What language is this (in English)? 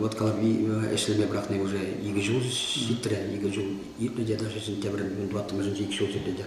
Chuvash